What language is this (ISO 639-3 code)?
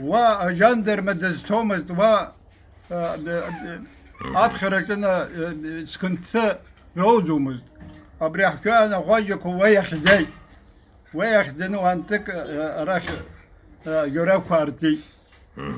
abk